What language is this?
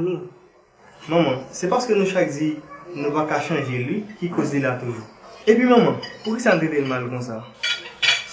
Haitian Creole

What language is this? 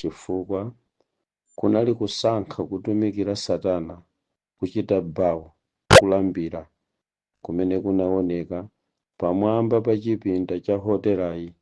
Nyanja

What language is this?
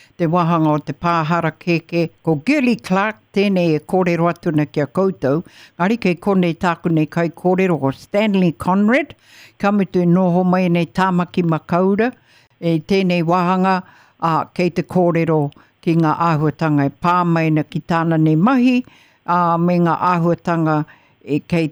Māori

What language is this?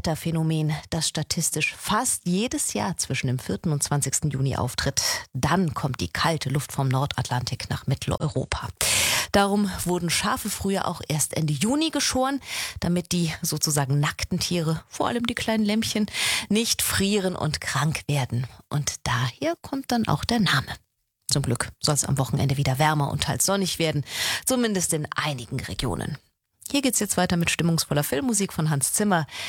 German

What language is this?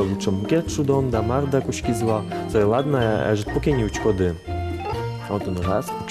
Udmurt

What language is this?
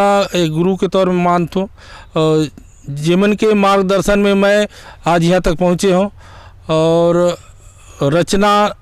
Chhattisgarhi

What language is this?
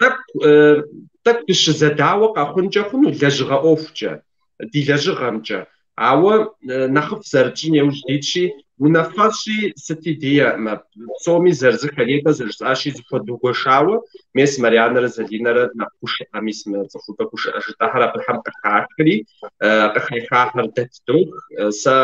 Kabardian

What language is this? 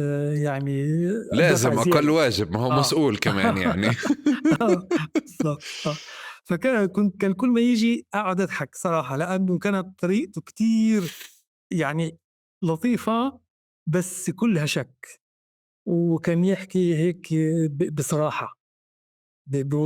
North Levantine Arabic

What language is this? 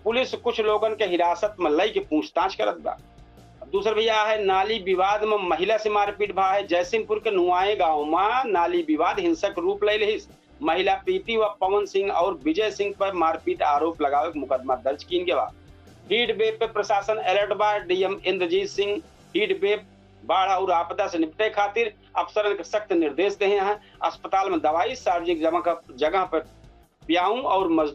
Awadhi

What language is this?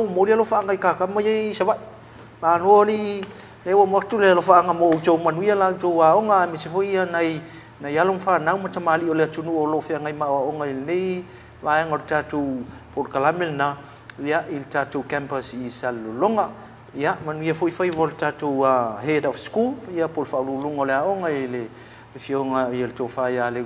Samoan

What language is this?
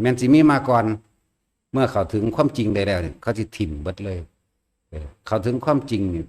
Lao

